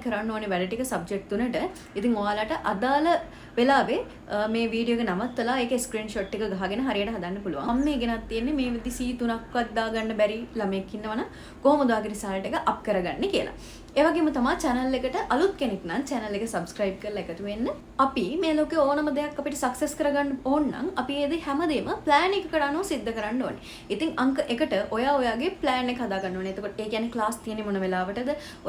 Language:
Sinhala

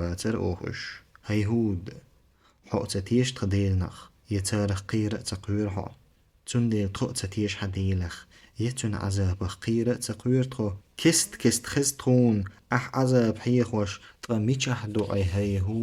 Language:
Chechen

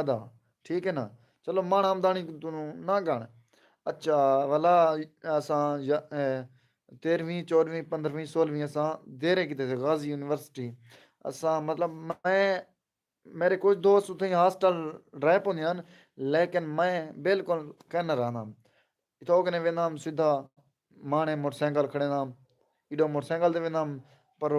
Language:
Saraiki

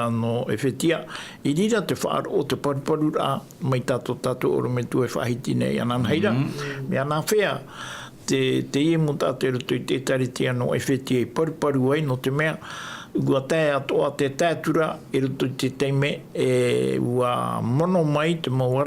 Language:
Tahitian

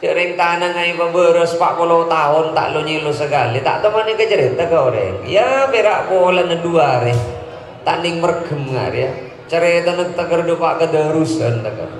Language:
Madurese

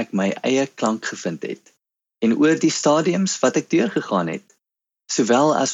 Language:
Afrikaans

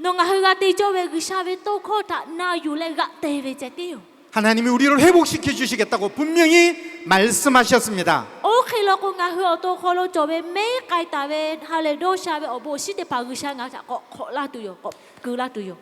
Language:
Lahu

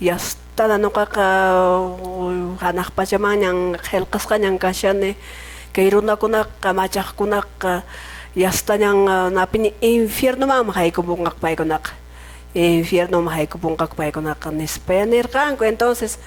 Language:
Quechua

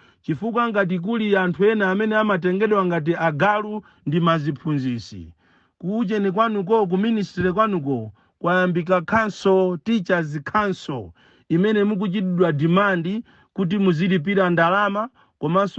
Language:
Nyanja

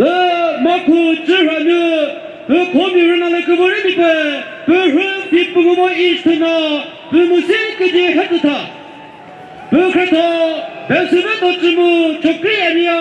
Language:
Chokri Naga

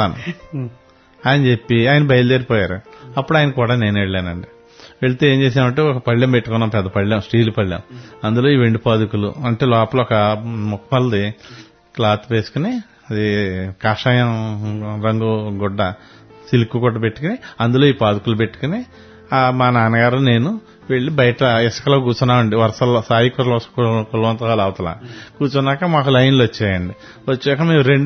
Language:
Telugu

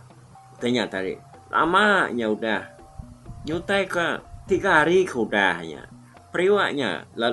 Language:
Iban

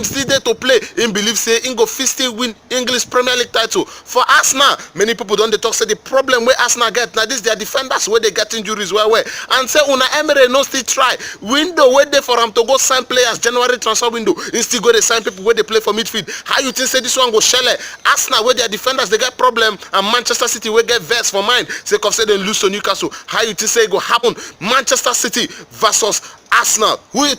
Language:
Nigerian Pidgin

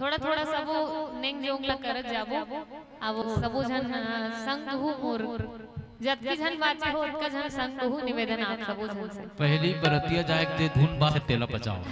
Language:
Chhattisgarhi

